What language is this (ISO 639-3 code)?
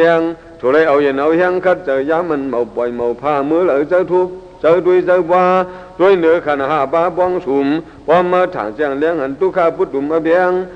shn